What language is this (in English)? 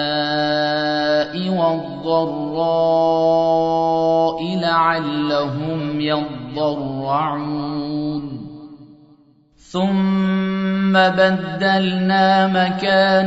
Arabic